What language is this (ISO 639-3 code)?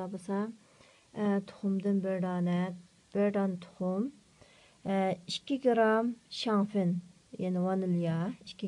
uig